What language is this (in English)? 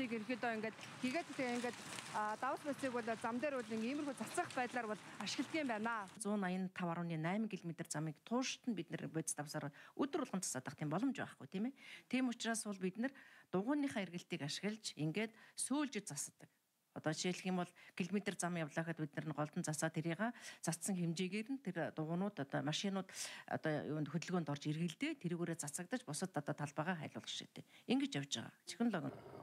Mongolian